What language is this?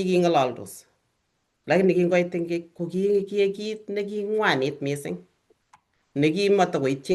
Kalenjin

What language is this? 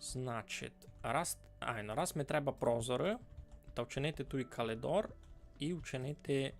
Rusyn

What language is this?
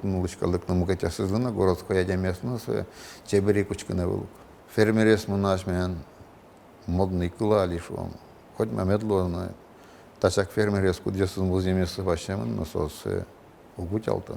Udmurt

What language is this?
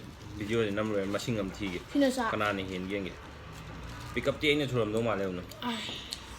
Manipuri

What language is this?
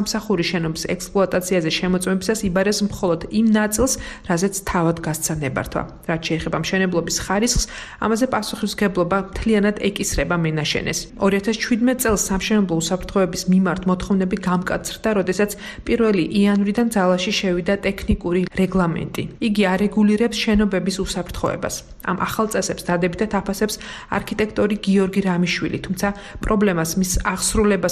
Georgian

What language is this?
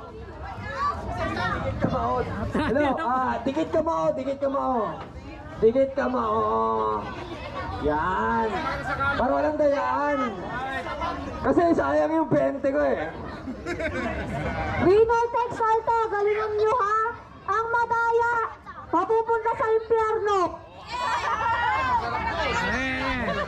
Filipino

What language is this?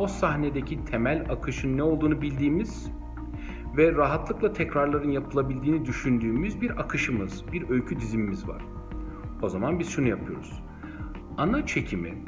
Turkish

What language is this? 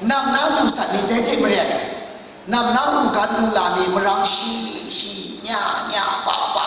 Kachin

